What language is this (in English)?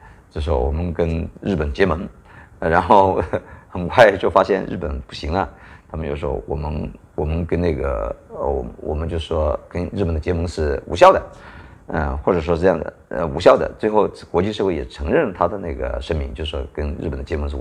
Chinese